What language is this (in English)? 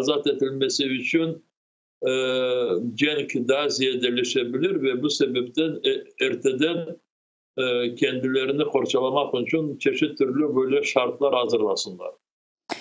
Crimean Tatar